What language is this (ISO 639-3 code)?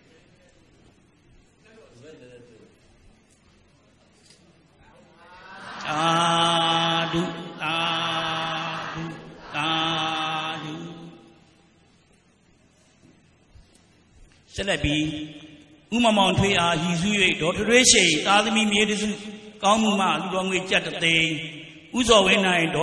mya